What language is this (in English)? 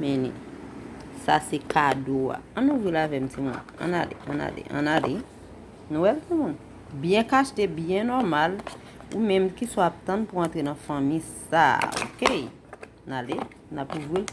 Haitian Creole